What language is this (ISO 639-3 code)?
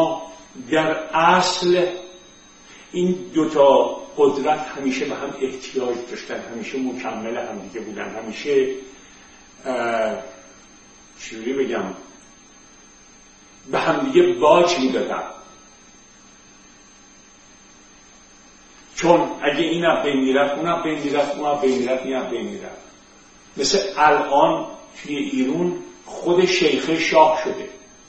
fas